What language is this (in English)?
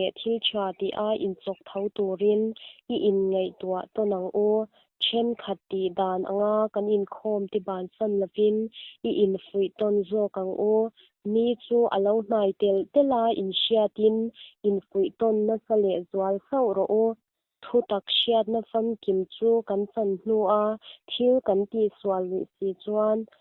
Mizo